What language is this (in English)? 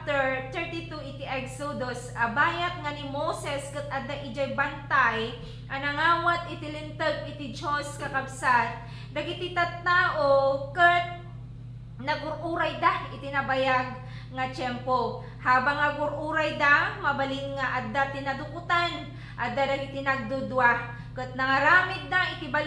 Iloko